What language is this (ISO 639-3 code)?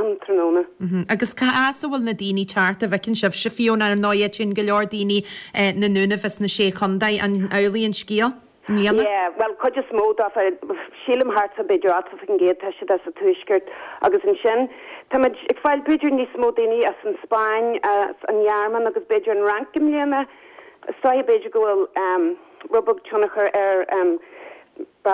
gle